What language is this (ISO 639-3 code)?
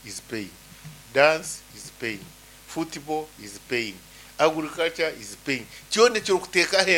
nyn